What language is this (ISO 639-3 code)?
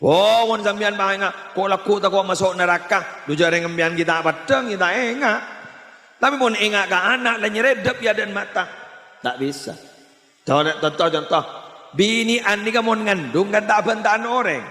mad